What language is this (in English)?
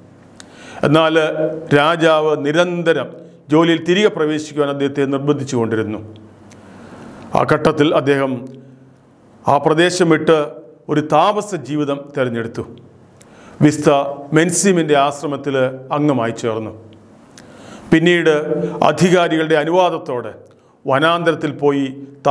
Malayalam